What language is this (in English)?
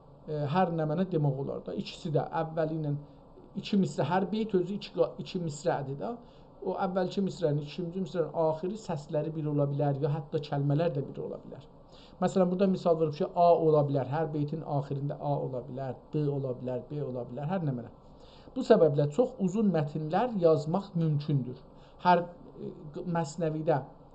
South Azerbaijani